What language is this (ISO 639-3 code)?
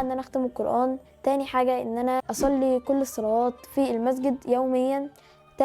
arz